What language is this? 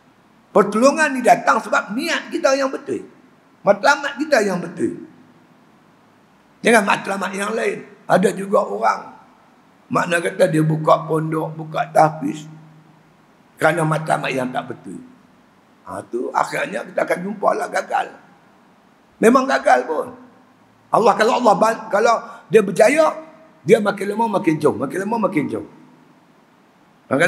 Malay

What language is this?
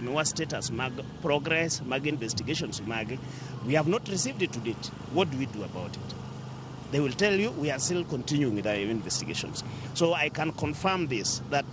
Luo (Kenya and Tanzania)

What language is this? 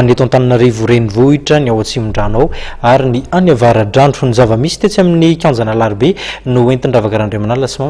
Malagasy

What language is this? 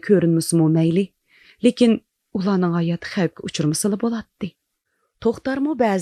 Uyghur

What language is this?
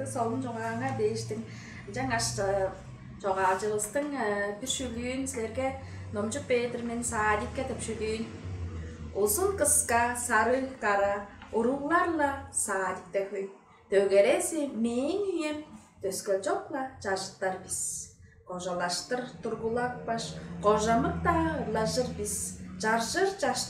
Tuvinian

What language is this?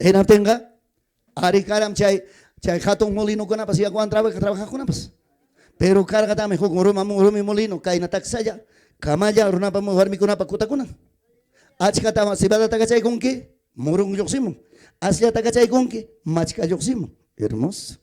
Ayacucho Quechua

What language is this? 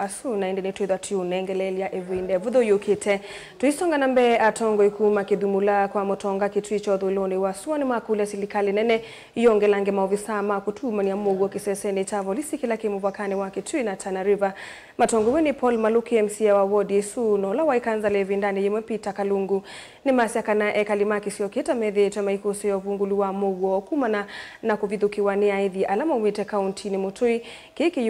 Kamba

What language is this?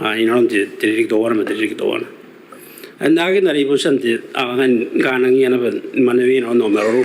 Gilbertese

